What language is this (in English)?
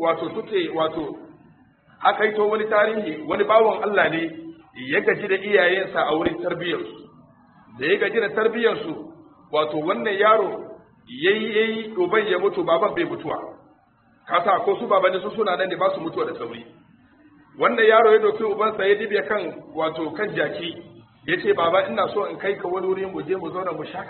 Hausa